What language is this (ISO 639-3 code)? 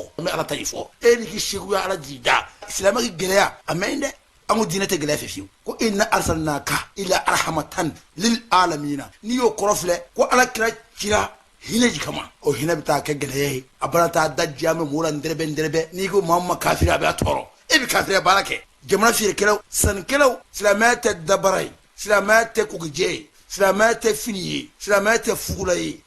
bam